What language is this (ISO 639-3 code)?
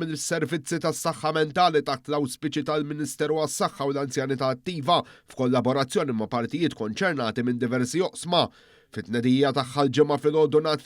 mlt